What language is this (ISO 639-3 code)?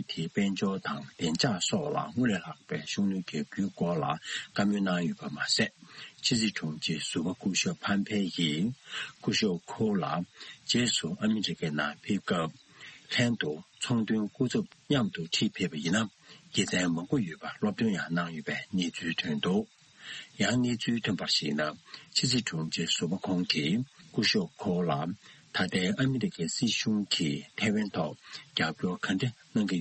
bod